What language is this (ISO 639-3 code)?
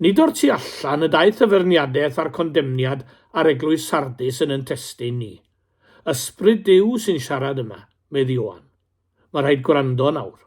cym